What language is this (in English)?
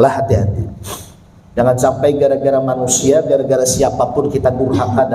Banjar